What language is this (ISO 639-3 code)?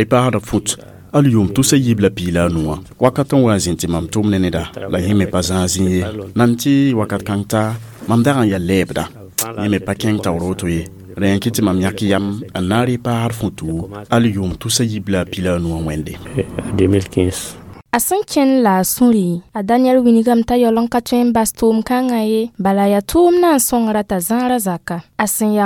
mos